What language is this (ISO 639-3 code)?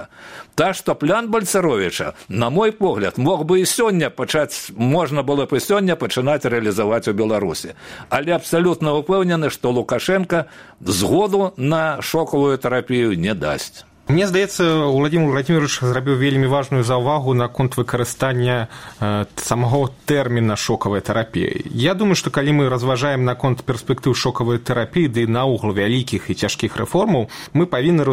bel